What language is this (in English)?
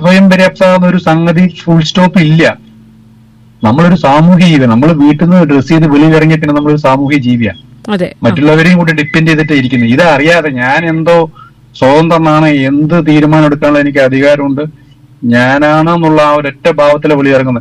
Malayalam